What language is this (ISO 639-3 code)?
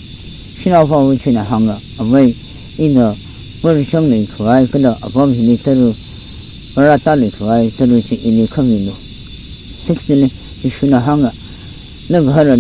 nmf